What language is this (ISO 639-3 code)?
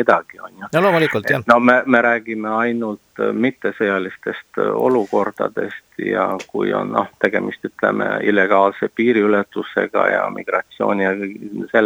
est